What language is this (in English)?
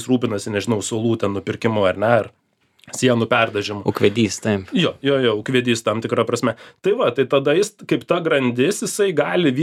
Lithuanian